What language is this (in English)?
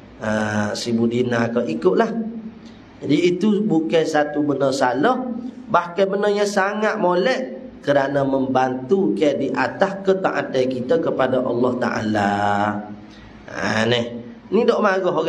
Malay